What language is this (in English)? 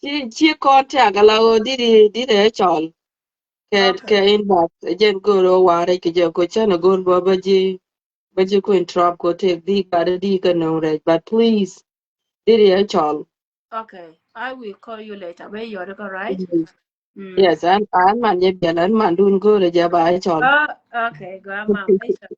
Nuer